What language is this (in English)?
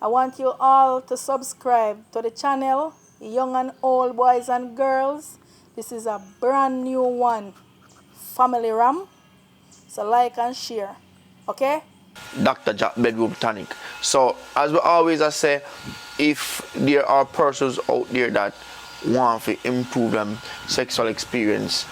Jamaican Creole English